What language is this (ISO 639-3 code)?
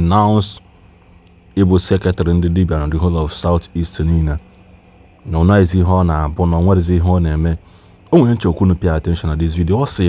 ibo